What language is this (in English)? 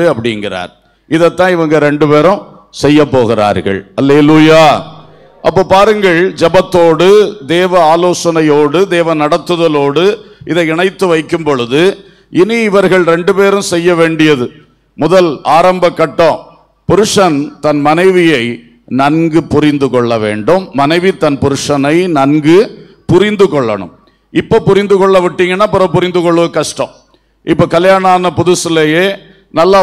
Tamil